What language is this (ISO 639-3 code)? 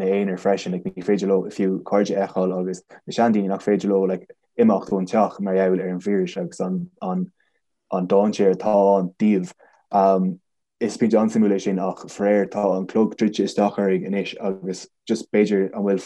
gle